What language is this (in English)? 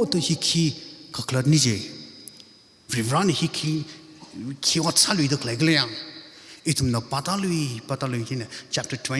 Tangkhul Naga (India)